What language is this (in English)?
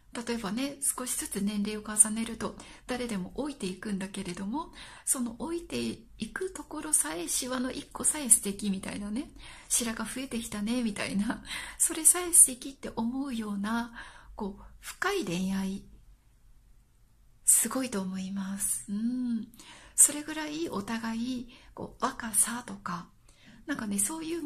Japanese